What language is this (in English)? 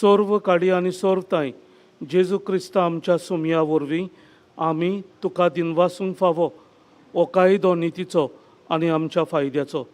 Konkani